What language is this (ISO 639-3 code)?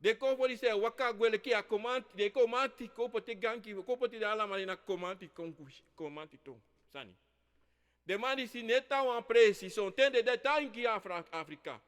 srn